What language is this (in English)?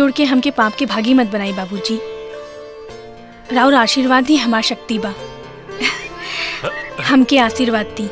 Bhojpuri